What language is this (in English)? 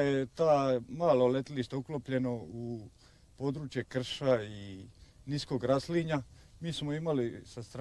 Croatian